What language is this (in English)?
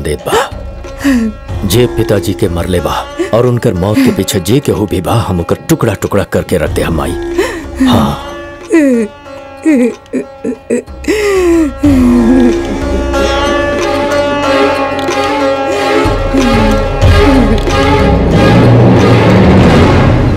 Bhojpuri